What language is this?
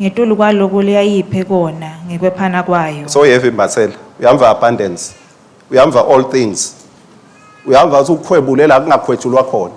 Swati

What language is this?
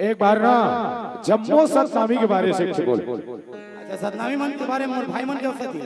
Chhattisgarhi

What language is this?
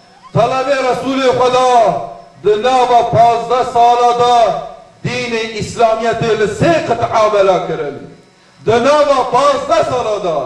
Kurdish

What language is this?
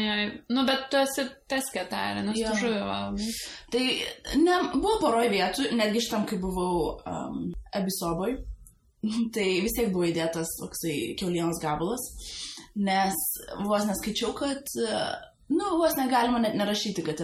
Lithuanian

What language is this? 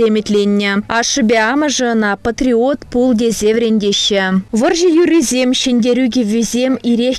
Chuvash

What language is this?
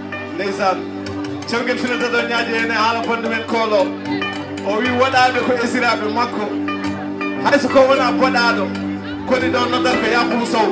Fula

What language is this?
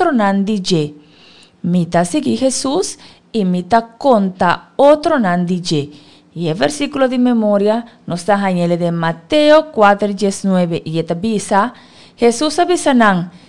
Papiamento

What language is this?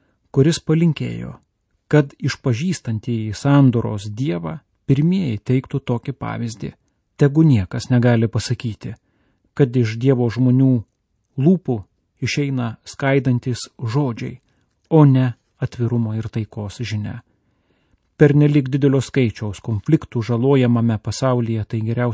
Lithuanian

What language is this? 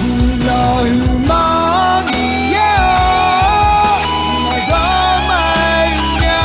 Akha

